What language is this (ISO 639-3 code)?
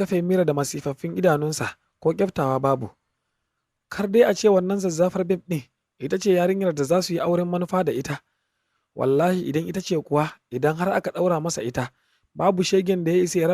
hau